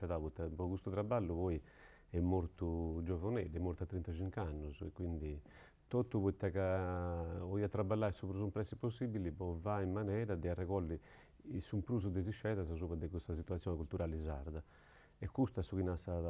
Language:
Sardinian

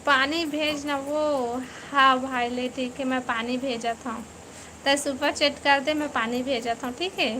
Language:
Chhattisgarhi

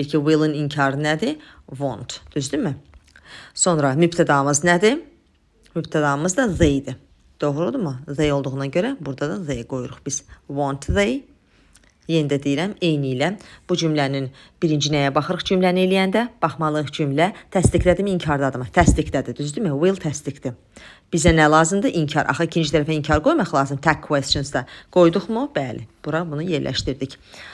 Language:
Azerbaijani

